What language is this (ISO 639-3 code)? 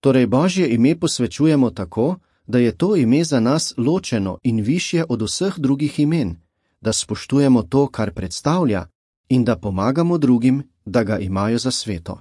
slv